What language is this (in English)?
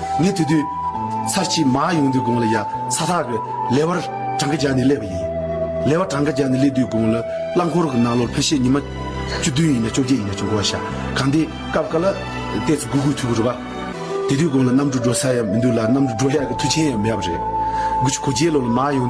Tibetan